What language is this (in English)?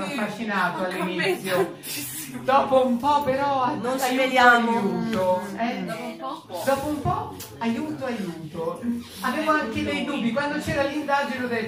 Italian